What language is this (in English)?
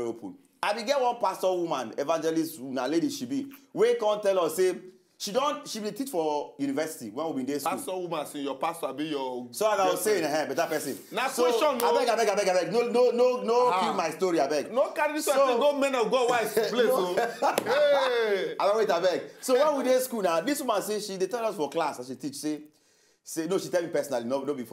Nigerian Pidgin